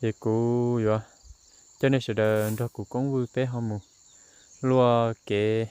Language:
Hmong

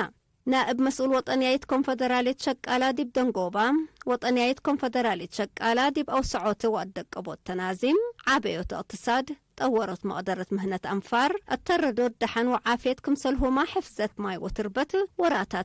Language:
Tigre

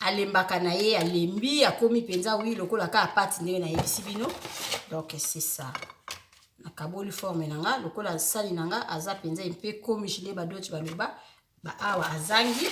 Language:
Lingala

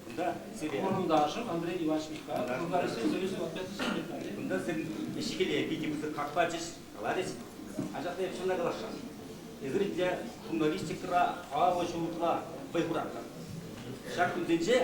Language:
Chuvash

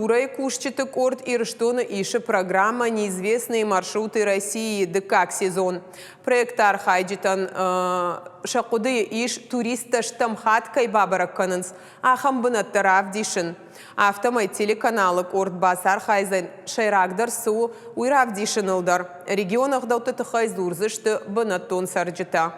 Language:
Ossetic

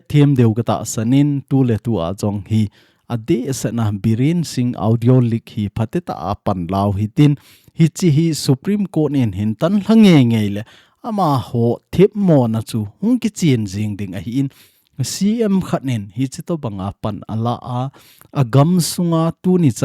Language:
Thado Chin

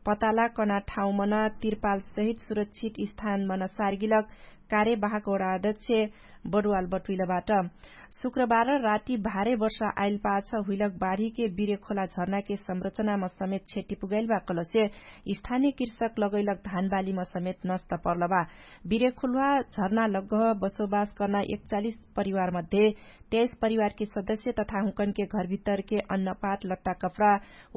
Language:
Dangaura Tharu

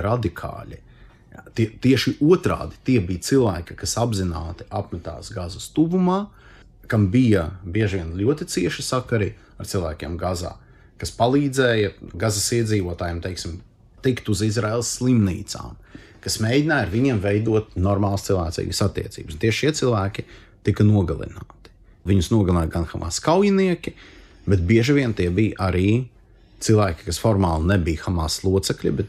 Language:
Latvian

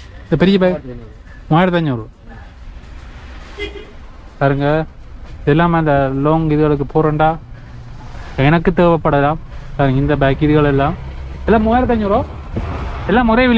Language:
Tamil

